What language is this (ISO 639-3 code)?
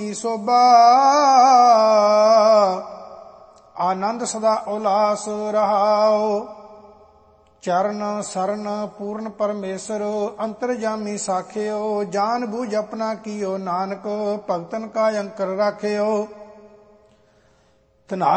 pan